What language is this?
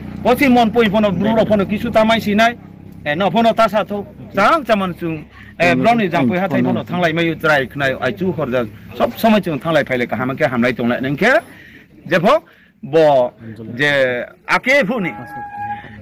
Riang (India)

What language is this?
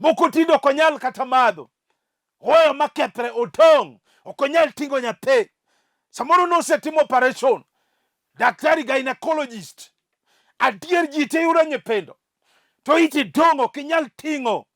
Luo (Kenya and Tanzania)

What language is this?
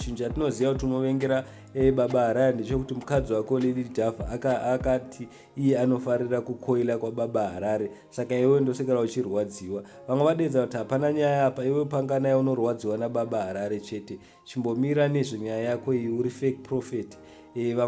Shona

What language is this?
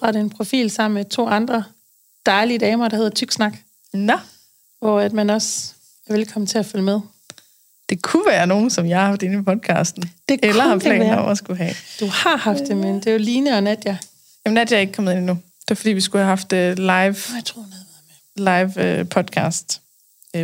Danish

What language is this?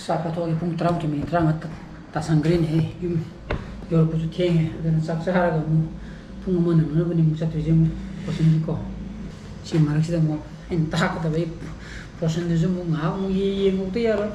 Manipuri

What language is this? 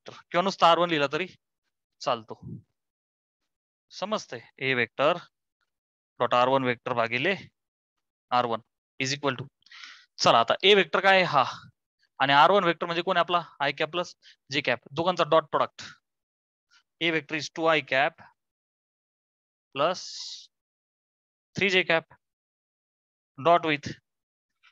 Marathi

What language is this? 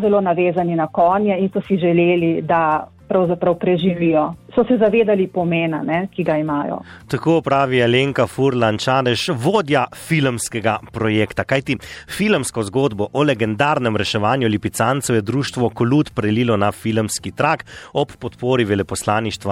Slovenian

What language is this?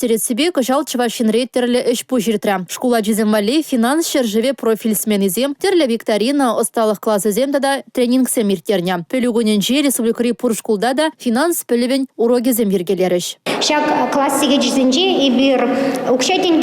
Chuvash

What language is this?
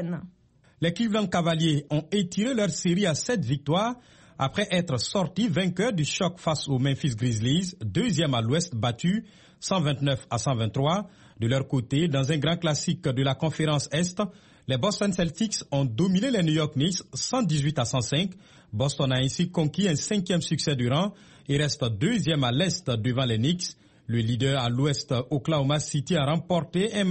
French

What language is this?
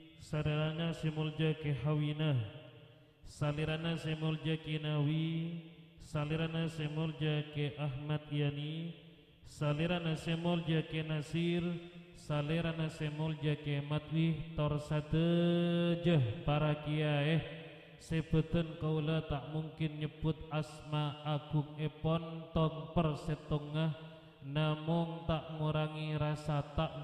Madurese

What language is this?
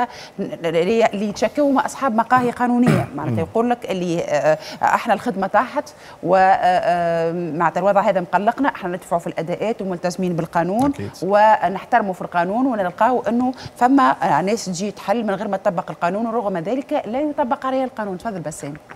Tunisian Arabic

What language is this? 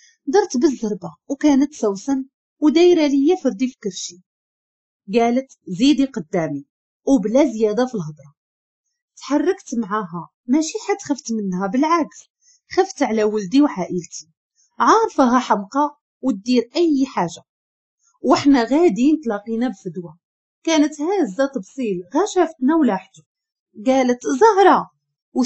Moroccan Arabic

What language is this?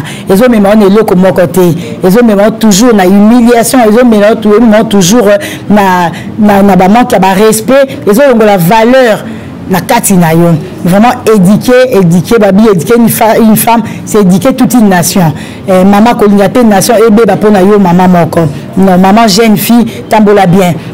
Lingala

